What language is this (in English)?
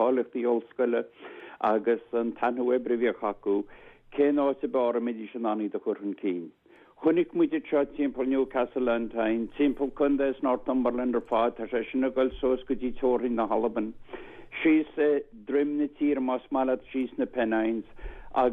Irish